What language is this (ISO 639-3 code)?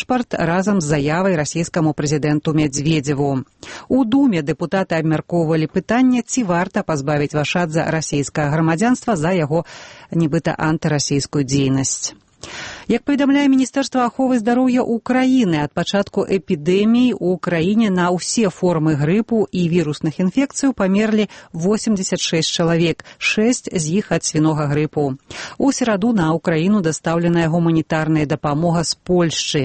bel